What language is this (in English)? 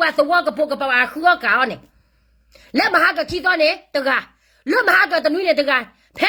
S'gaw Karen